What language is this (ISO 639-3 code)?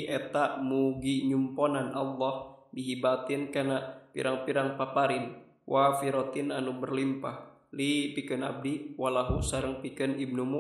sun